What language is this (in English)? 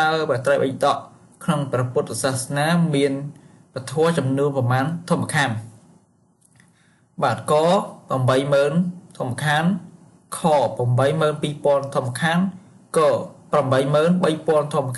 Khmer